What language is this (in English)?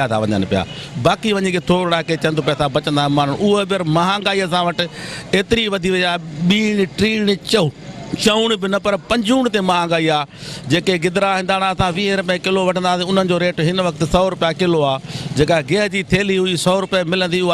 Sindhi